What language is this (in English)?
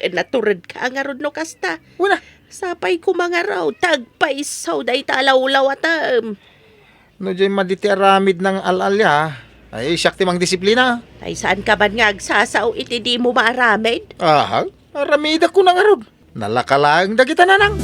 Iloko